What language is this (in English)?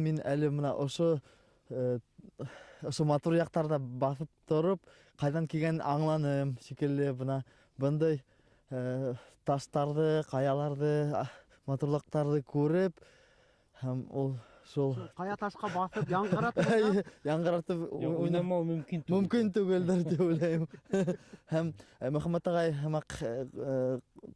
Bashkir